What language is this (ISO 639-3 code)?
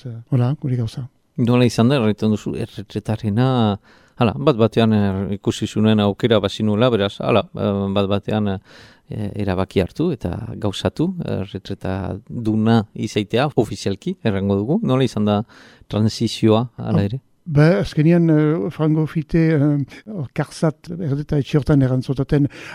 eus